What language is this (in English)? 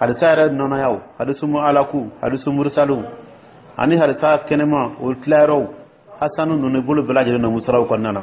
Dyula